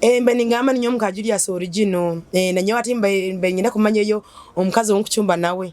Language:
Nyoro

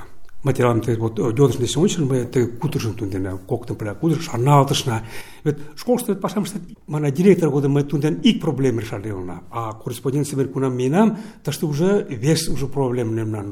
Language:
Mari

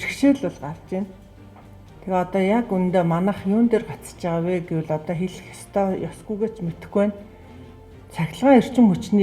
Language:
Mongolian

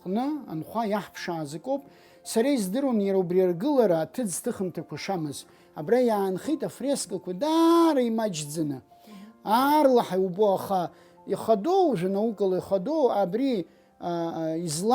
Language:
Abkhazian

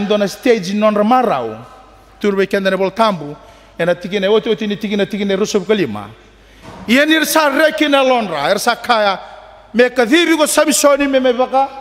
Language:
Fijian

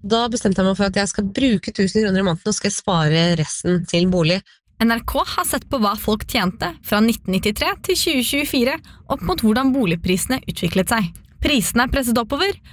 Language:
Norwegian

